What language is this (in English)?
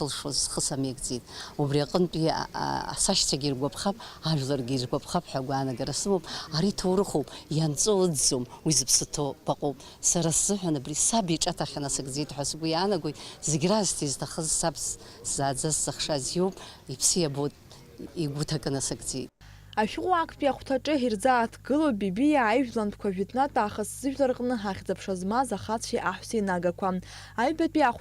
Abkhazian